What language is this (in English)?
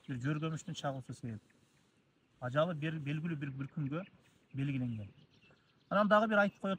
Kyrgyz